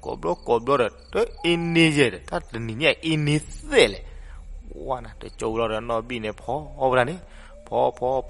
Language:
S'gaw Karen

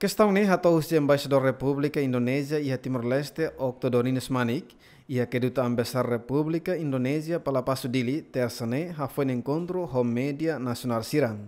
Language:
Tetum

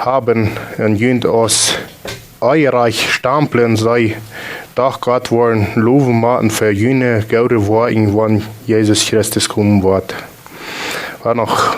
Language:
Plautdietsch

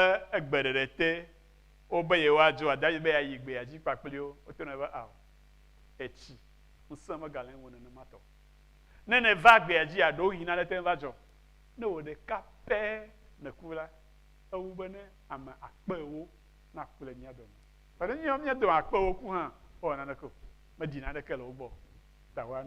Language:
Ewe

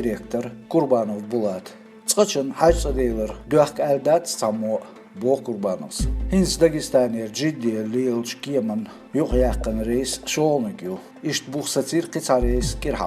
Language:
Chechen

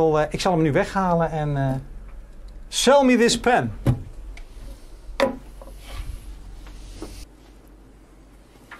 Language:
Dutch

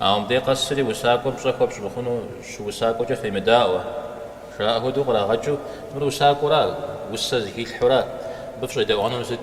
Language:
Kabardian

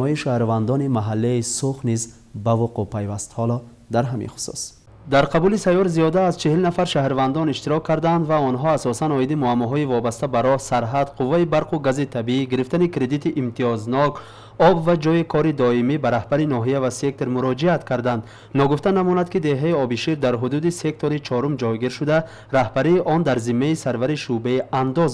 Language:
Tajik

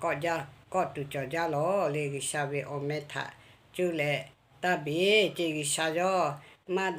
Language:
Lahu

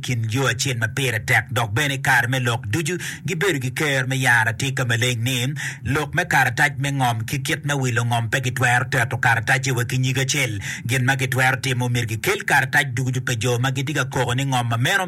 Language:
Acoli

